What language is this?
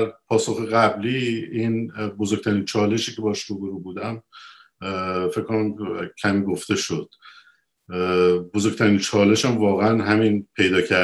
Persian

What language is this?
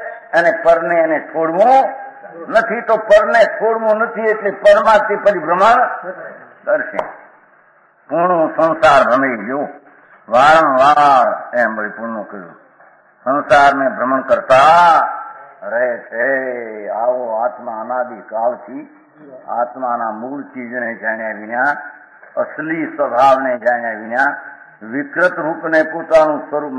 Gujarati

